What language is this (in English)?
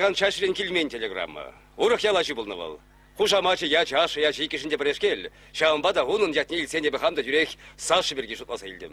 Chuvash